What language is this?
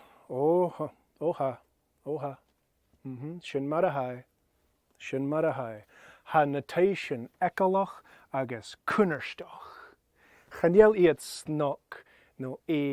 Scottish Gaelic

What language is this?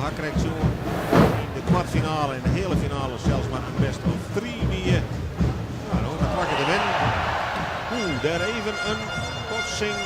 Western Frisian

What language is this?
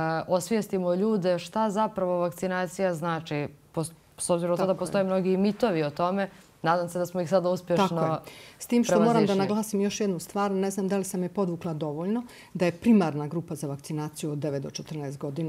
Croatian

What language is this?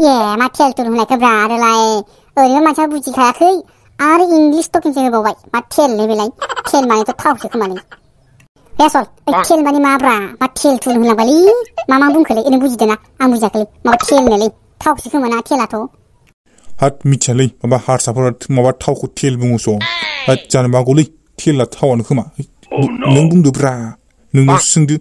Bodo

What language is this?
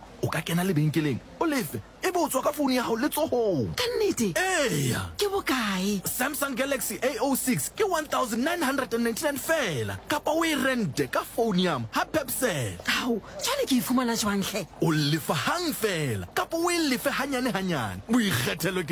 Southern Sotho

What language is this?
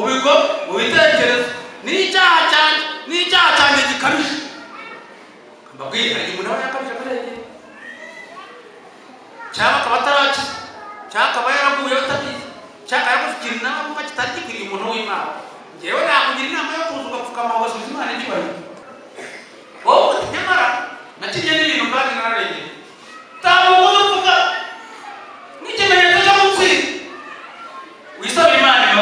Kinyarwanda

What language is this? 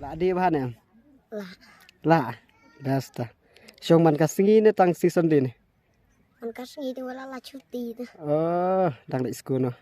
Khasi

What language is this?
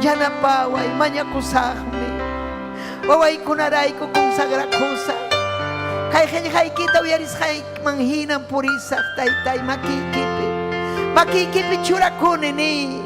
Ayacucho Quechua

